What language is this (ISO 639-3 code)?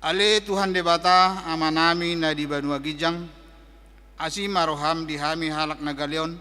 bbc